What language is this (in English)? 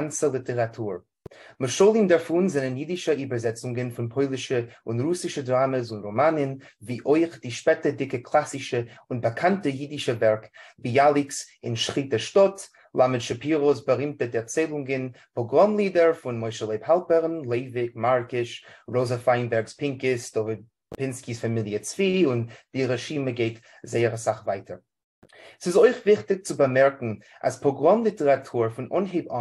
Yiddish